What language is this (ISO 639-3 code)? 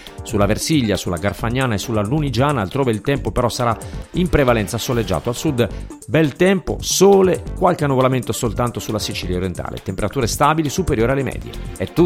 ita